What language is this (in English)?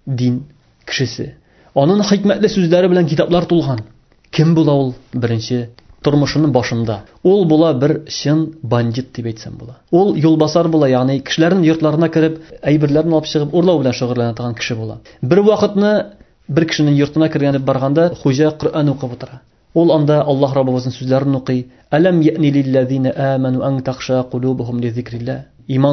Tatar